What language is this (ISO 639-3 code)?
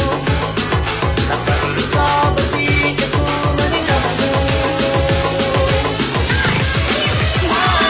ind